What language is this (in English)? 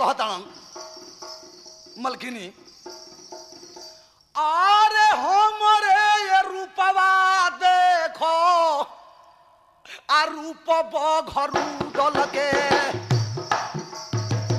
Bhojpuri